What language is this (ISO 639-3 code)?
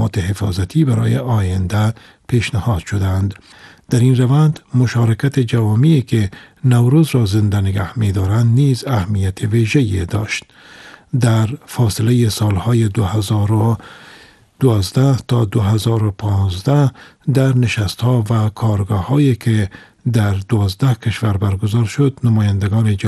fas